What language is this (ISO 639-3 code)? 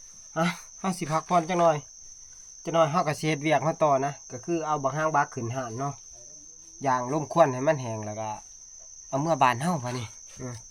tts